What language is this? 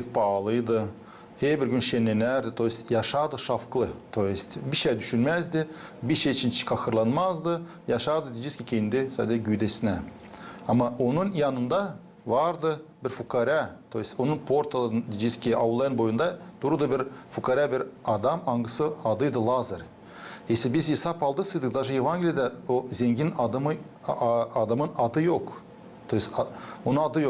Gagauz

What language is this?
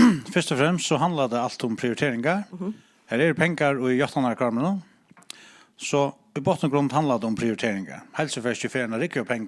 Faroese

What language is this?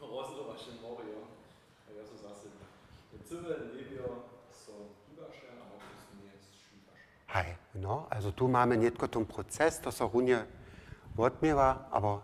Upper Sorbian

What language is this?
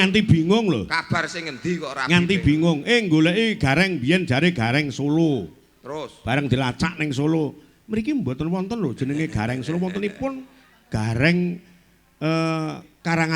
Javanese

